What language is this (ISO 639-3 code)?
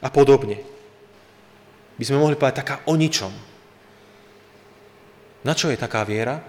slk